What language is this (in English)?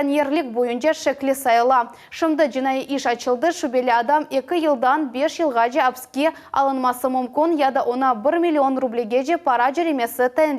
Crimean Tatar